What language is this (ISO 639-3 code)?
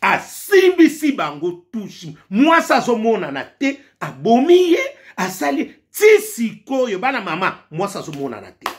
lin